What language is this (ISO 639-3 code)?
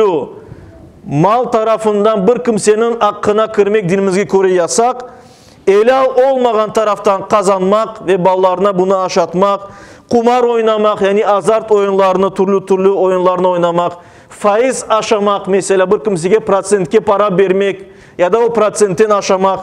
crh